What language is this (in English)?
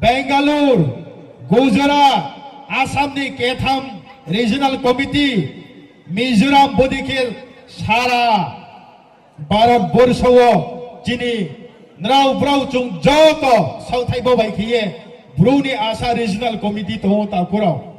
Riang (India)